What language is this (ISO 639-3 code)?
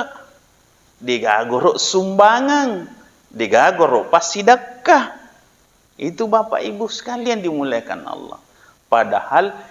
bug